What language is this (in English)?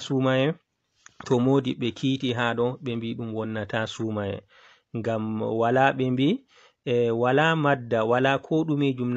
Fula